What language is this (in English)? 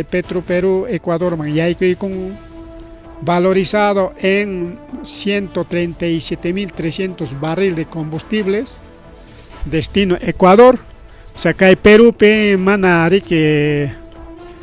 Ayacucho Quechua